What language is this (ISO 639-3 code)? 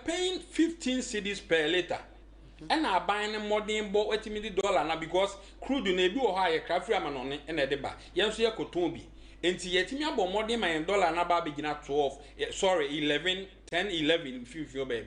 aka